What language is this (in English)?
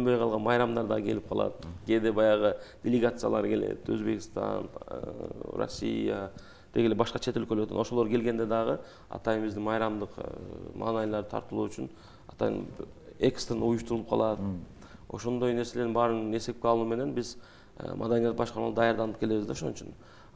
Kyrgyz